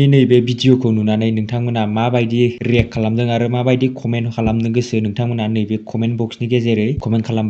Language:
Bodo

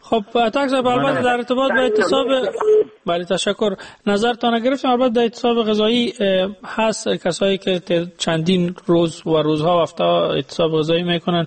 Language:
Persian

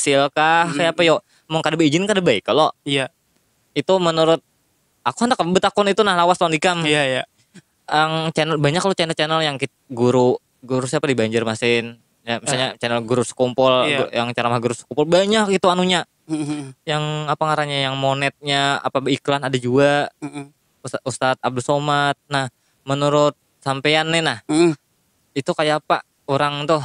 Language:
Banjar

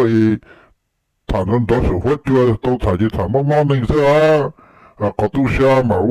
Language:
Hmong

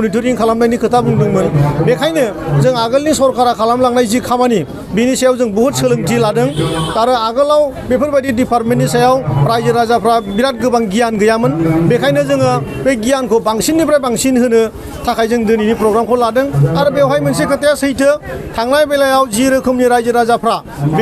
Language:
Bodo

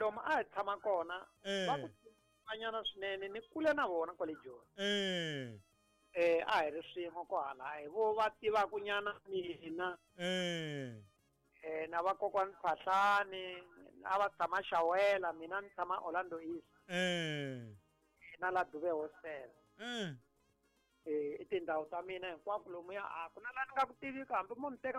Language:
Tsonga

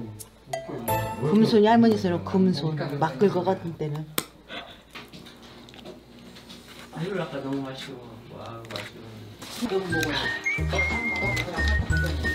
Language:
Korean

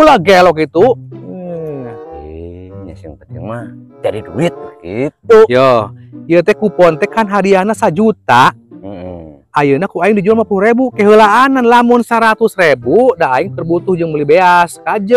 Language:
Sundanese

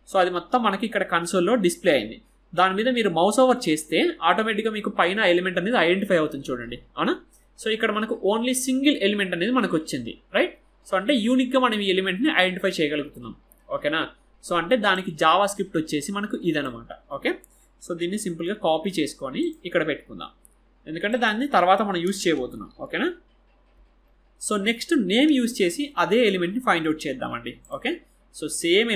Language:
Telugu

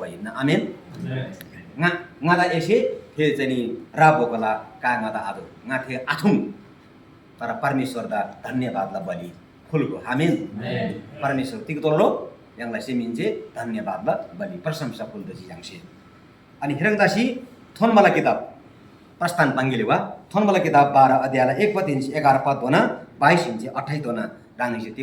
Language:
Eastern Tamang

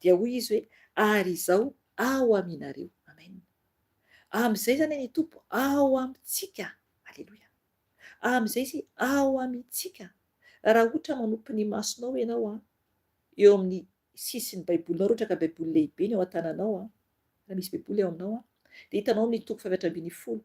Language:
Malagasy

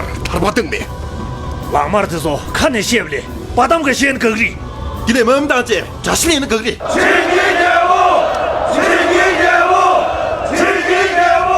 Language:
Tibetan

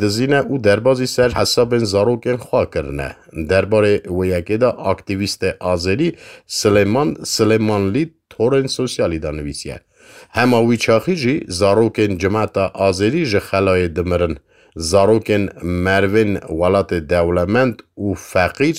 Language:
Kurdish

